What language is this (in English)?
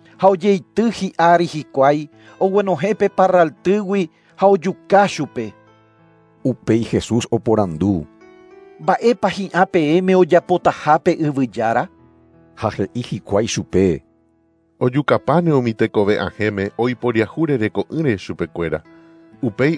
Guarani